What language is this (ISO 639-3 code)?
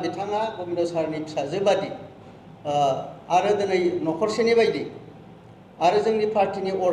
brx